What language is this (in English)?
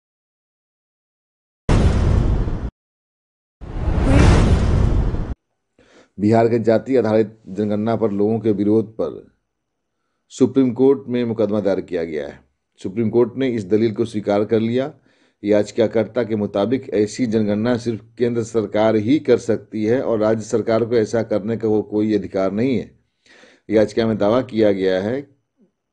Hindi